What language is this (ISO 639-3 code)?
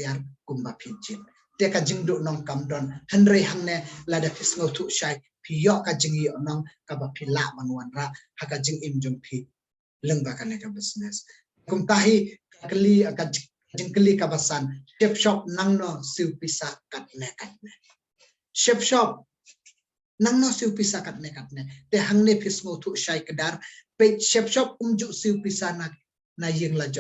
kha